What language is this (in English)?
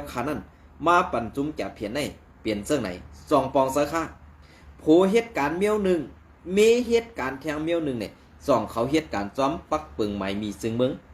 Shan